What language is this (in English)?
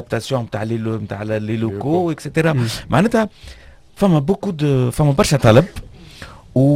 Tunisian Arabic